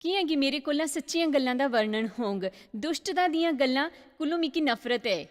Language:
Dogri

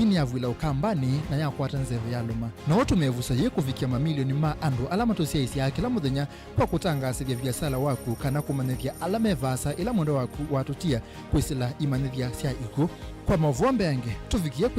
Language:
Kamba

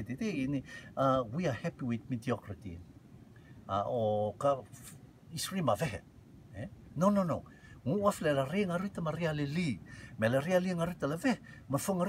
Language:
Rotuman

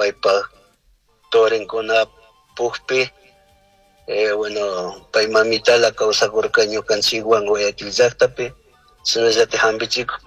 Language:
Chimborazo Highland Quichua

